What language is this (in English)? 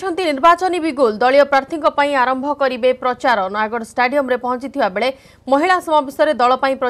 Odia